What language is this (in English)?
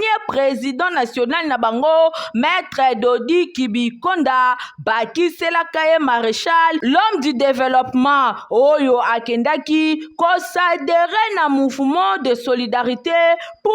Lingala